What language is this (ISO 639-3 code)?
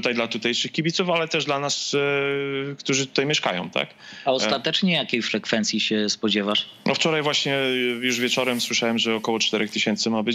pol